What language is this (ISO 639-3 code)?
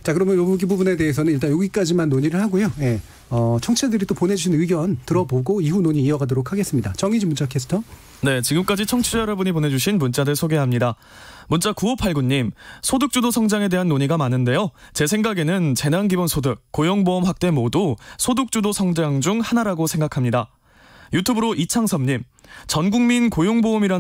kor